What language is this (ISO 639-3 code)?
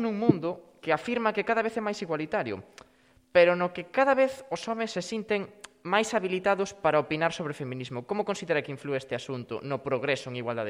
glg